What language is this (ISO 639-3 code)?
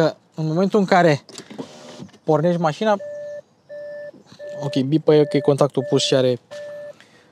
ron